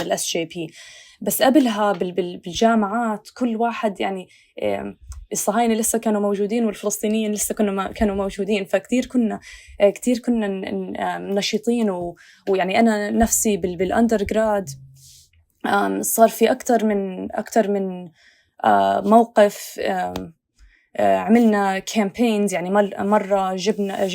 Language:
North Levantine Arabic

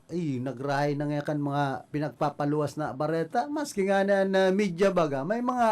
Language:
Bikol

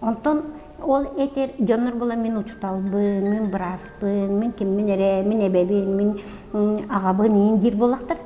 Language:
Yakut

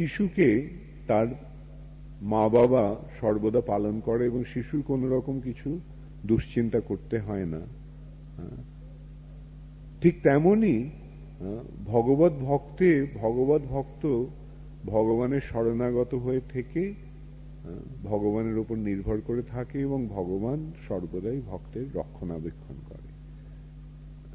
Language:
Bangla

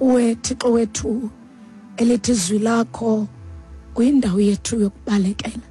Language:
Xhosa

